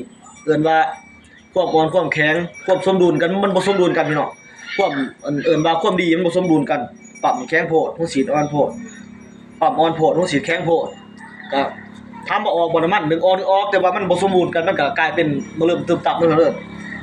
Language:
Northeastern Thai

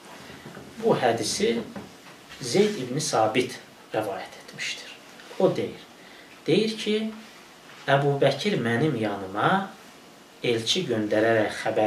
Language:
Azerbaijani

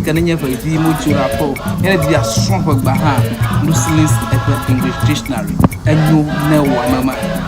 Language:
Ewe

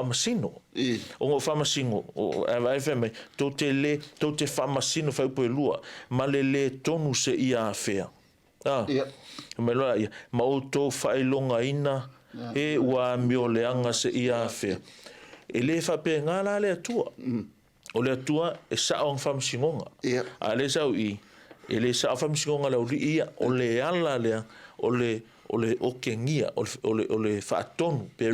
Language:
Samoan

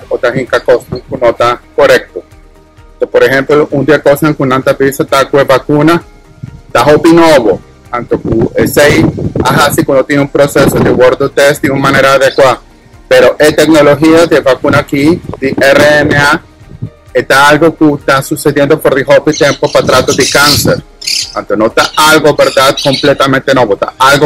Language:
Papiamento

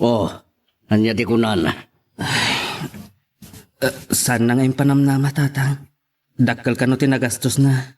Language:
Iloko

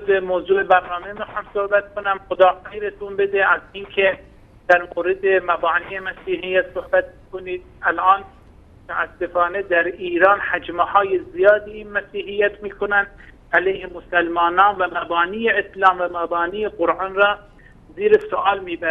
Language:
Persian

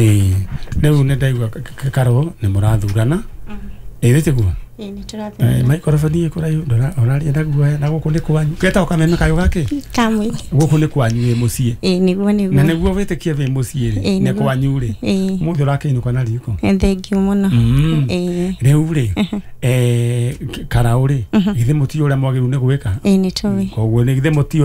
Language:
Kikuyu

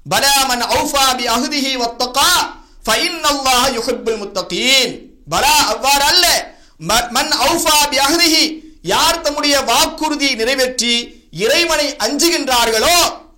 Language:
Tamil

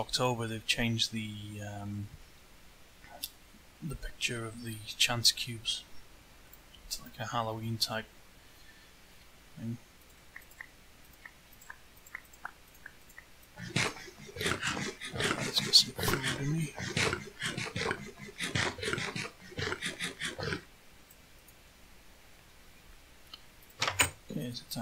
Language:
English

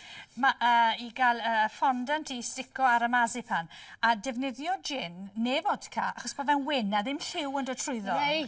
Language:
Welsh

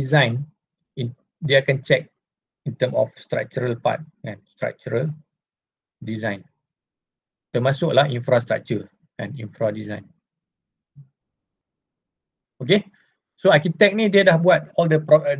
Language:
Malay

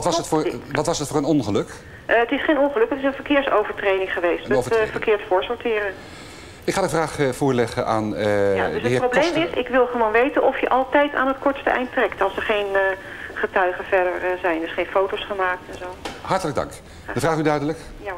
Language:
Dutch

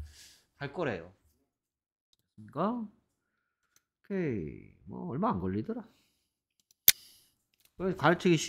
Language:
Korean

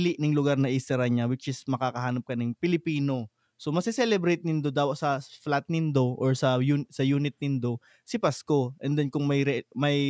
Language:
Bikol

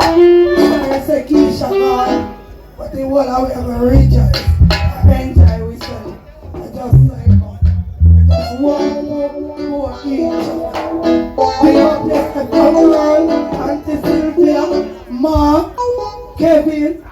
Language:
Jamaican Creole English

